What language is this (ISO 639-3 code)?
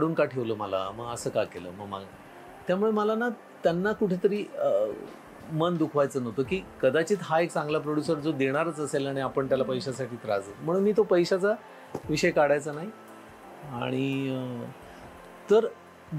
mar